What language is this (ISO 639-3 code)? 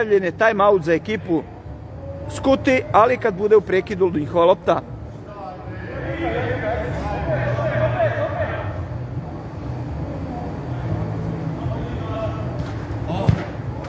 hrv